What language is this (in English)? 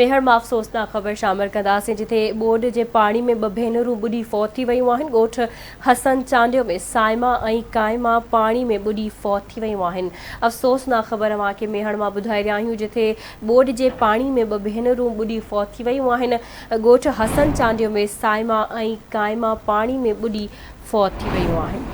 Sindhi